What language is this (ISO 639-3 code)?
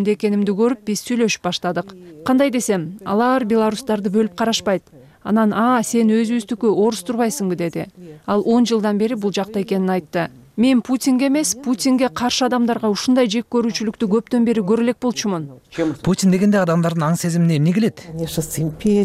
kir